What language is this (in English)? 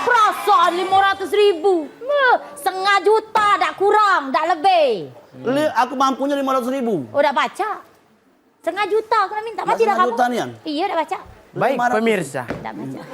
Musi